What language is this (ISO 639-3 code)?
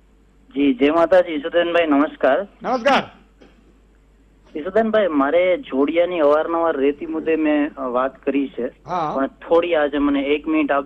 guj